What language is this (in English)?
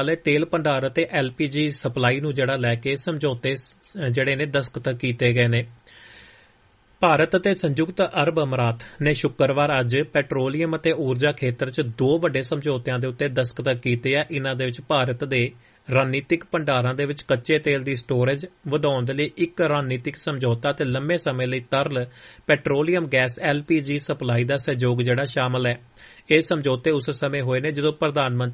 Punjabi